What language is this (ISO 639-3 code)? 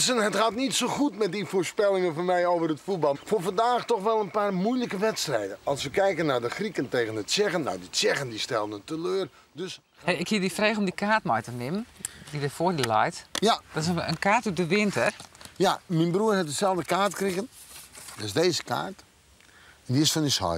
fry